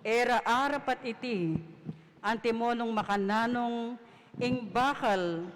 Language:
Pampanga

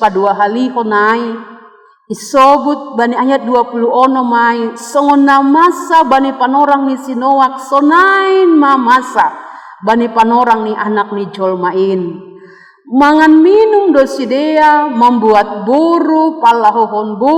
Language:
Batak Simalungun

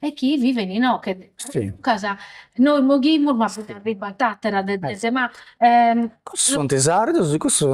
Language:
Sardinian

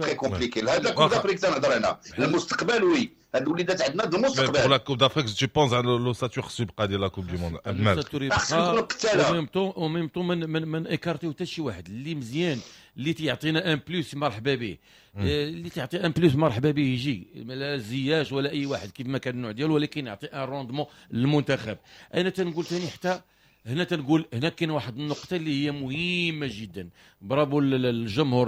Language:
Moroccan Arabic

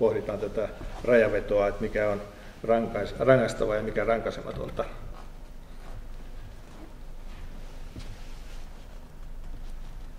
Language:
Finnish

